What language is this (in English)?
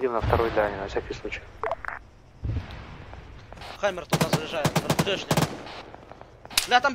Russian